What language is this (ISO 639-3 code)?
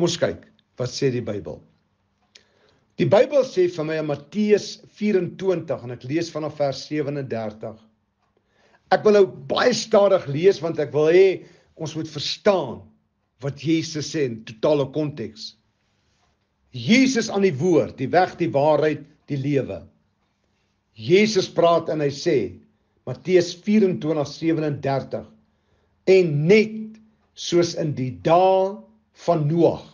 afr